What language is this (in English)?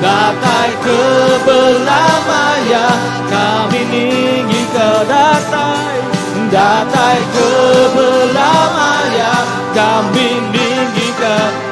Iban